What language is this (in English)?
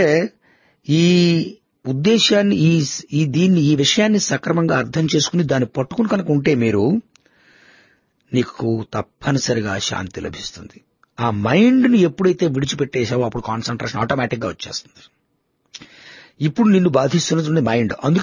Telugu